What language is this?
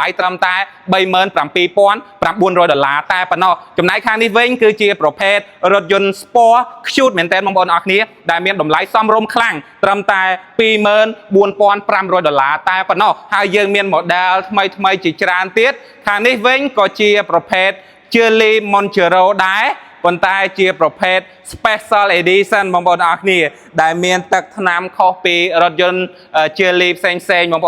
Khmer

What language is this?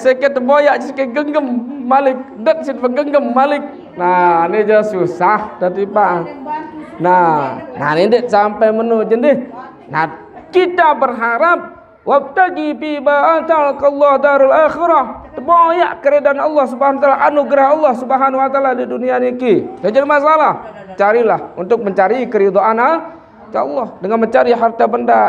Sasak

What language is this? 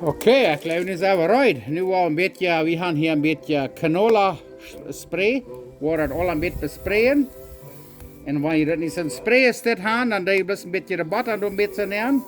Plautdietsch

